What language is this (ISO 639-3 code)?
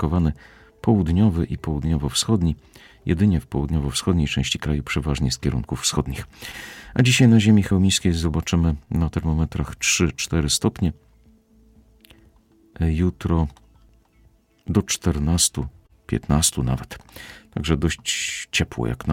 pol